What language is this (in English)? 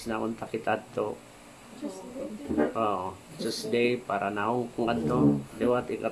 Waray